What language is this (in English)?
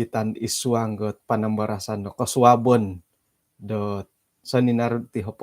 Central Dusun